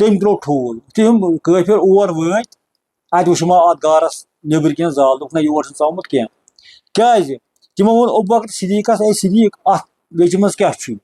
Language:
Kashmiri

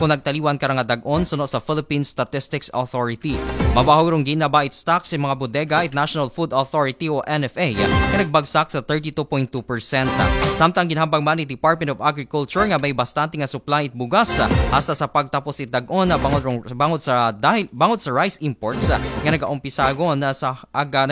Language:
Aklanon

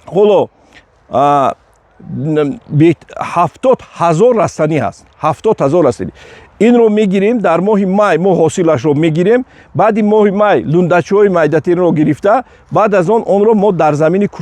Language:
Tajik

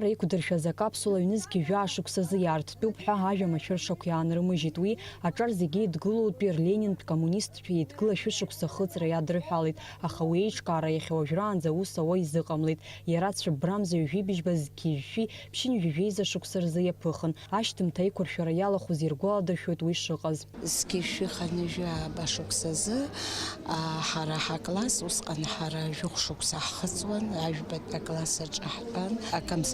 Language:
Abkhazian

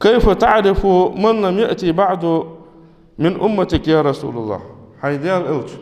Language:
Ingush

